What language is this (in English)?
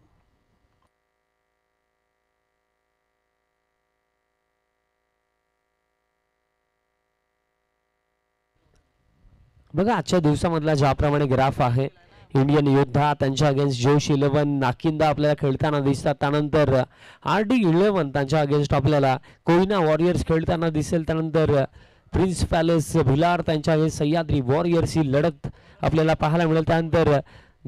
Marathi